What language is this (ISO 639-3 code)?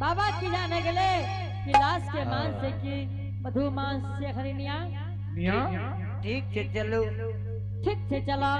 anp